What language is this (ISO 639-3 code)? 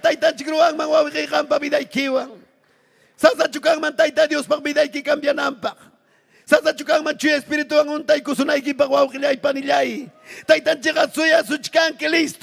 quy